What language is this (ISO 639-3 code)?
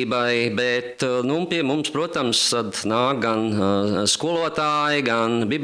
lav